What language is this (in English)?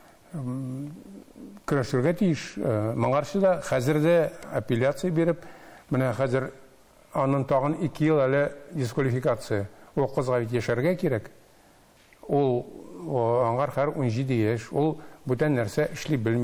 Tatar